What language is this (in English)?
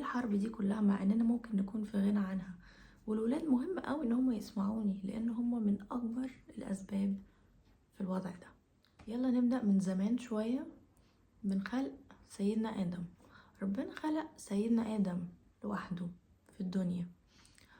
Egyptian Arabic